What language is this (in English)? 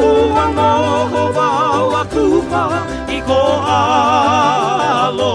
Hawaiian